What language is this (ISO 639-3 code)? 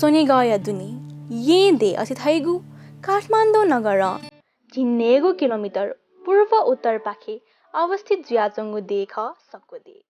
new